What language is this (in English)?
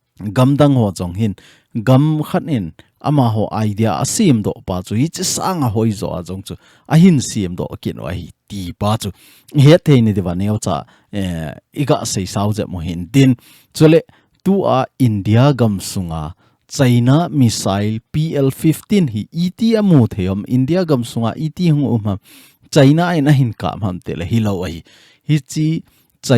Thado Chin